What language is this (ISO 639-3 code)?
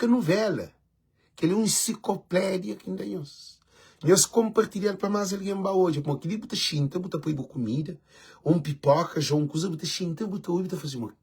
kea